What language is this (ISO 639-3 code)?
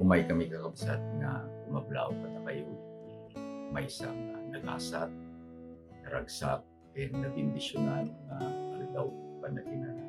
ilo